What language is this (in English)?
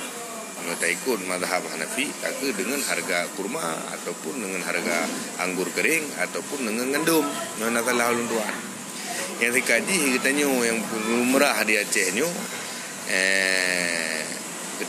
Achinese